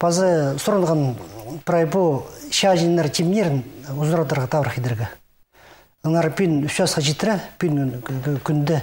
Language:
Khakas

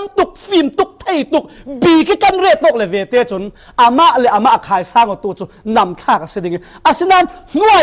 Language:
Falam Chin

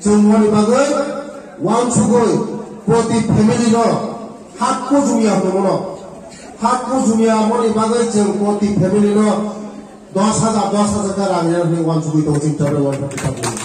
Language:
Riang (India)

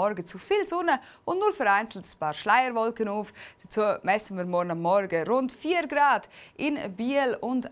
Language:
Swiss German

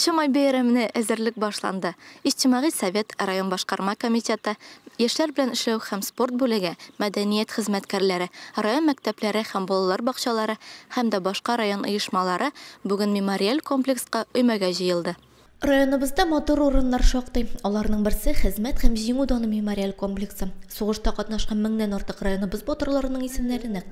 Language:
Tatar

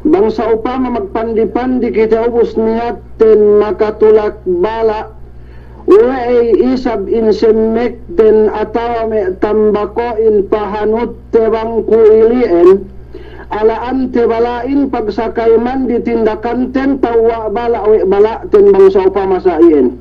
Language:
Yakan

